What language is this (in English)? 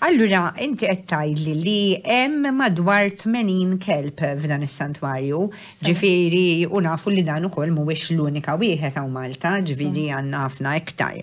Maltese